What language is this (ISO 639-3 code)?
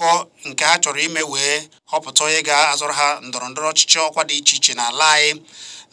ibo